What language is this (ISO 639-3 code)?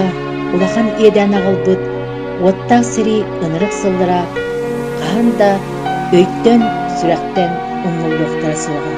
sah